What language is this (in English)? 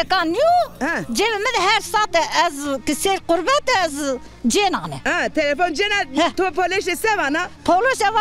Zaza